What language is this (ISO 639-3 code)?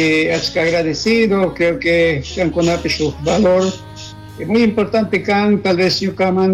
qug